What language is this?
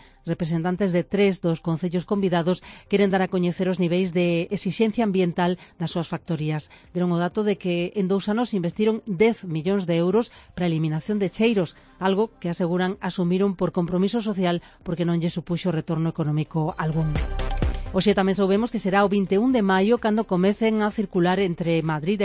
Galician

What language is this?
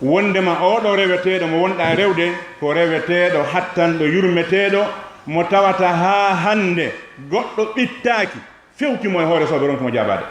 Fula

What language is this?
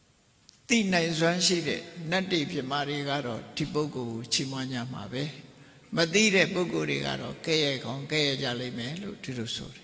Burmese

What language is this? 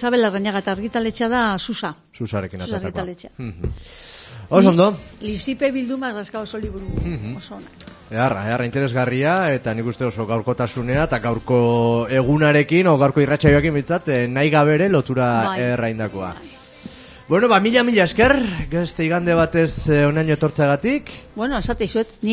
Basque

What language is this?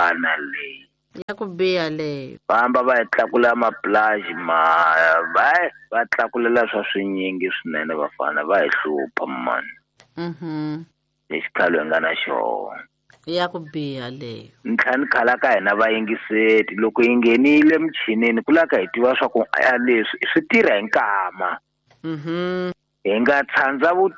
Tsonga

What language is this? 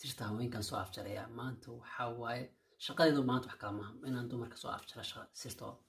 Somali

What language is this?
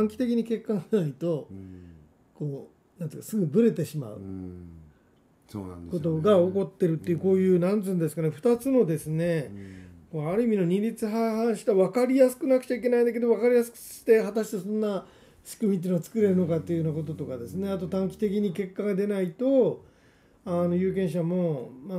Japanese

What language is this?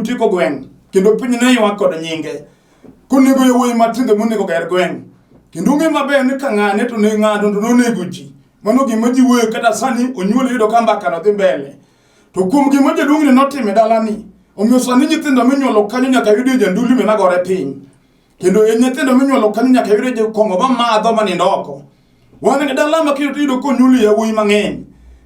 Luo (Kenya and Tanzania)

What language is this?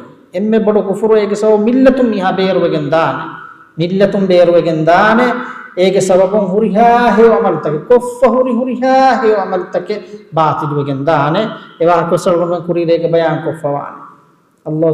Divehi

